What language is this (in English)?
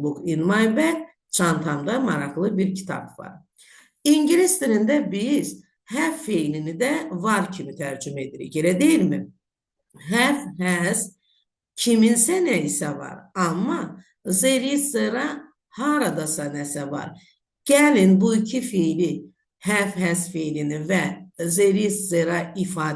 Azerbaijani